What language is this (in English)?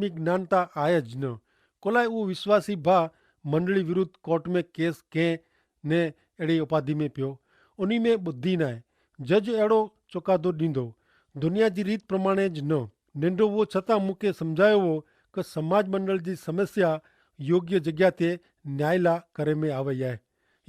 Kachhi